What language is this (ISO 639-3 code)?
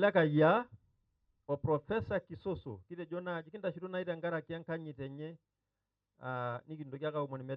mas